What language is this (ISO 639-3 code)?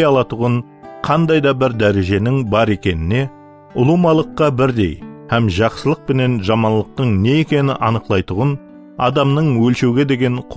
kaa